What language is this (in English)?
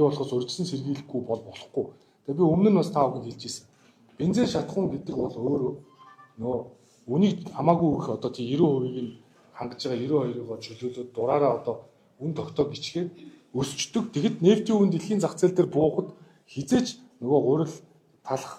Mongolian